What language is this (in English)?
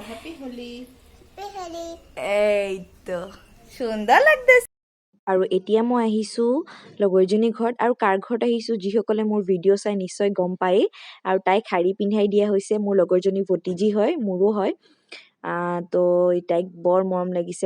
Assamese